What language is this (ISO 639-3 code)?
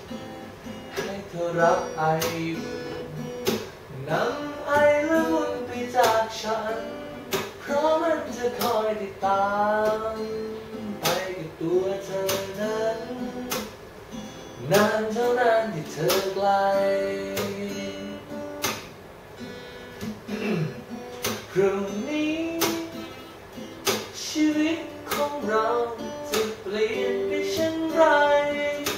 tha